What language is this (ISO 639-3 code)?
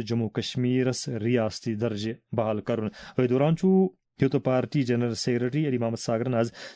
kas